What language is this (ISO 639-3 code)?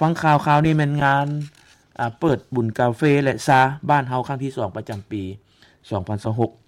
lao